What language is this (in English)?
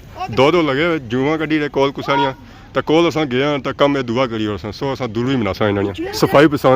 Pahari-Potwari